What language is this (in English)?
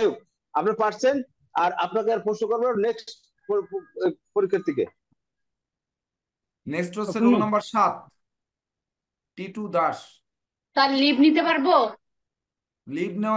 Bangla